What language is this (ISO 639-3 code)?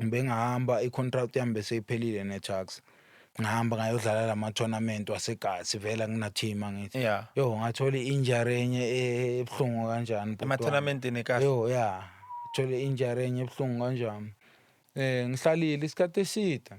zul